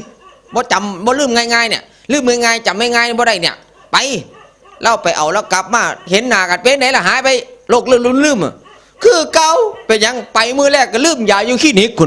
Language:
Northeastern Thai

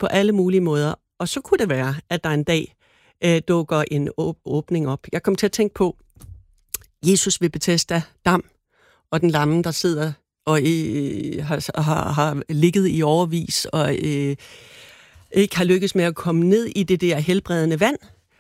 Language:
Danish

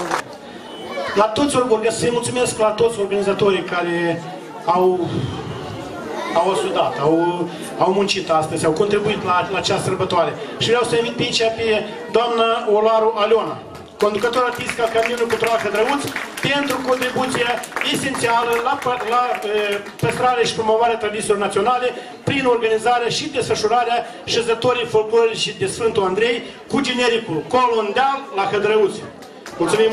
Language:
Romanian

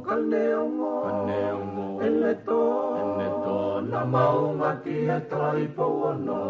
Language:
Tongan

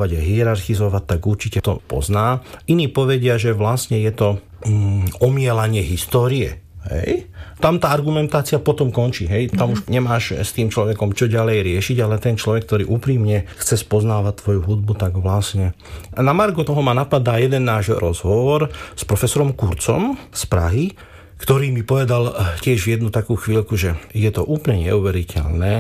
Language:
Slovak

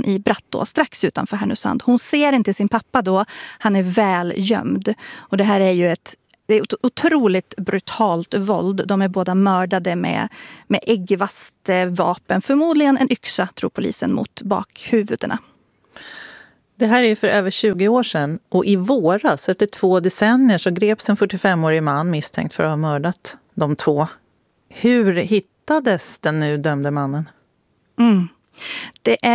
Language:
Swedish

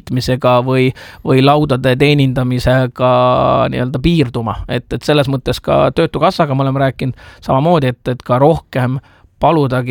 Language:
Estonian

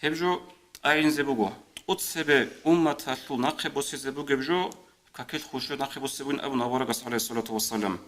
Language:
Avaric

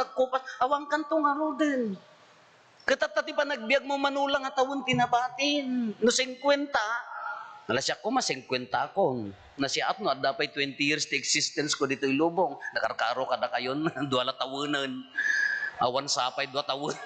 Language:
Iloko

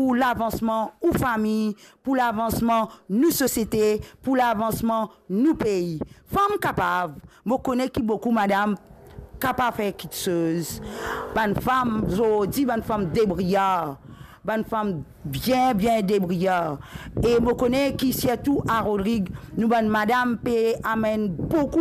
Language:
Morisyen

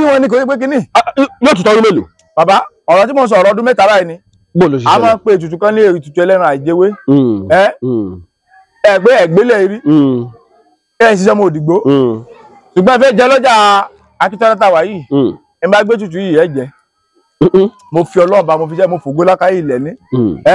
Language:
Yoruba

